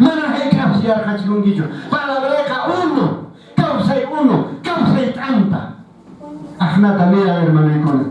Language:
Quechua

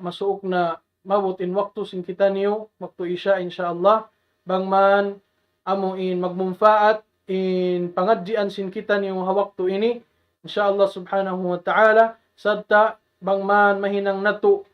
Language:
Tausug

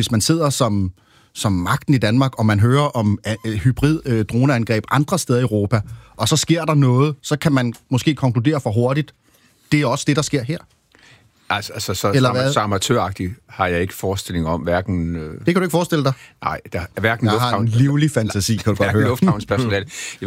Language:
Danish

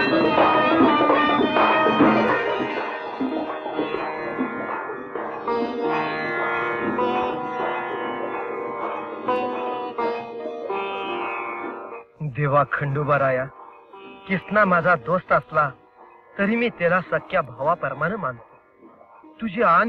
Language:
Marathi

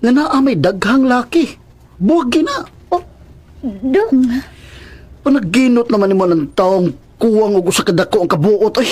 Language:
Cebuano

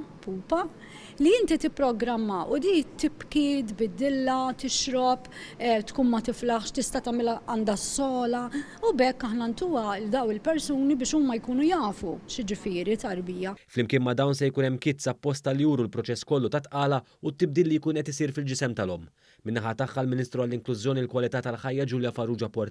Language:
Maltese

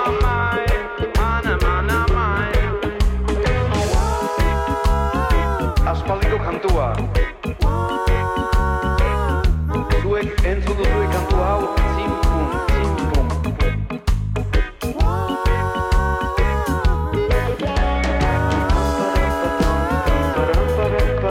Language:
Basque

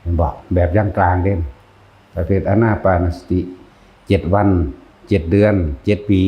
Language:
Northeastern Thai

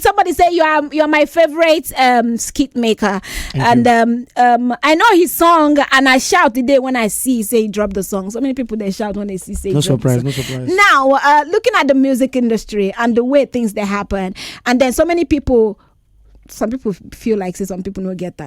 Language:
Nigerian Pidgin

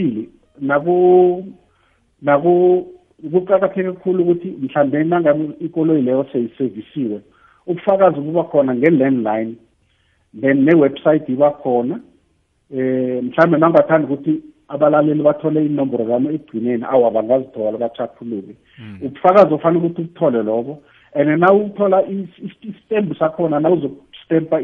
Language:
South Ndebele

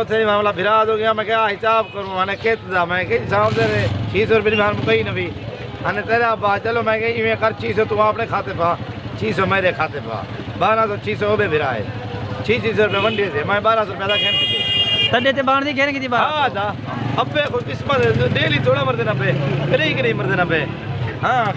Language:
Saraiki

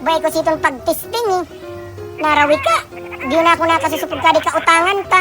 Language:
Bikol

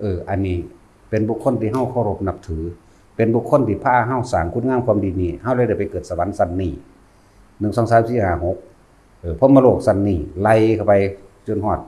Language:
Lao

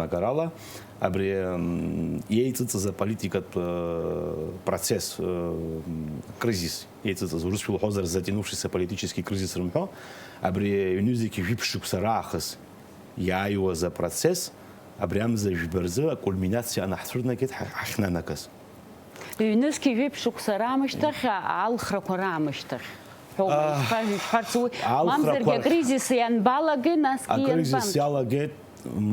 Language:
Abkhazian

